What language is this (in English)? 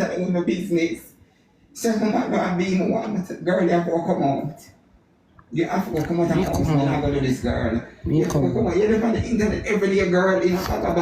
Jamaican Creole English